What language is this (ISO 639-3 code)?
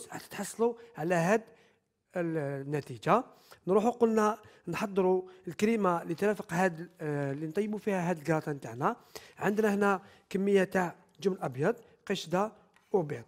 arq